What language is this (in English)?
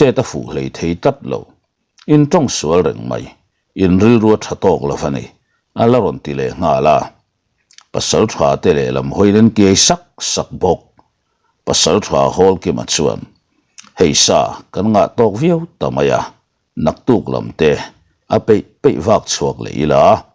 Mizo